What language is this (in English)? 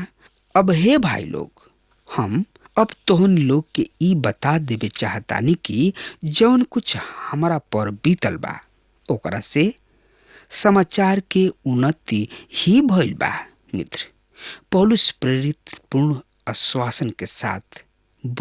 Bhojpuri